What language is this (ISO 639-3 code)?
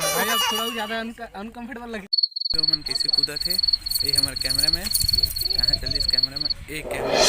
hne